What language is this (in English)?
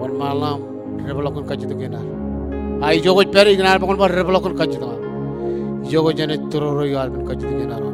Marshallese